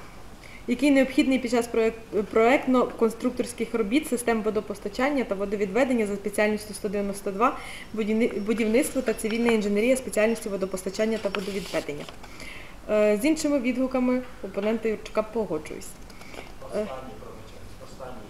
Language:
Ukrainian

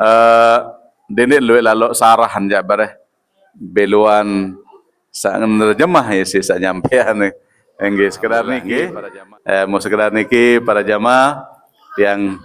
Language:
Sasak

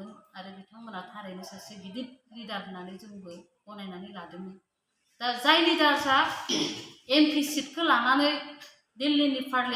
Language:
Bodo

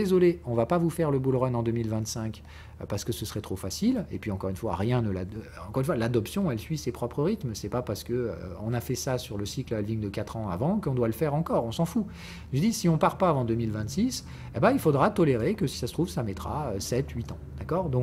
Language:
French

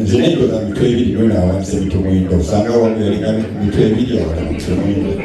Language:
Ganda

